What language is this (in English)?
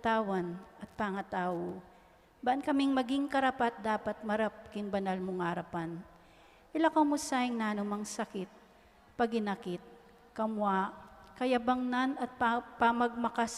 Pampanga